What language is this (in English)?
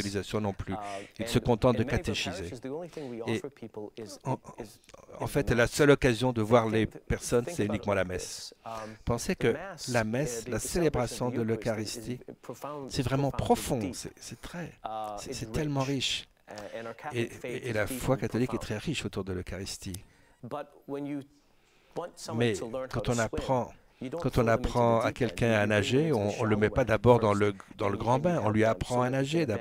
French